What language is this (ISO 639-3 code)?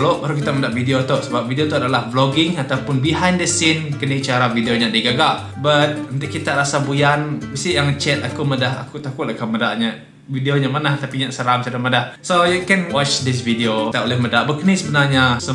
iba